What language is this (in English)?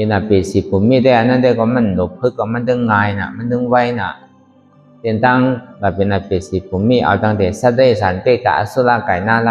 Shan